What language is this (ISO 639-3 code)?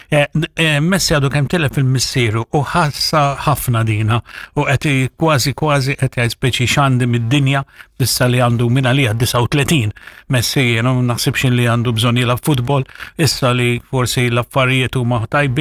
mlt